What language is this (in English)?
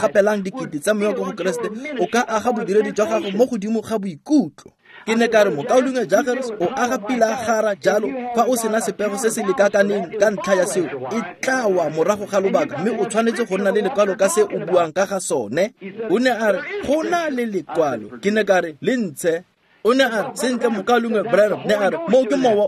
Tswana